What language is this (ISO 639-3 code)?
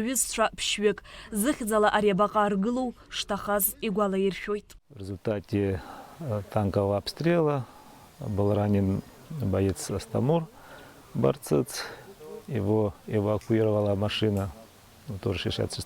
abk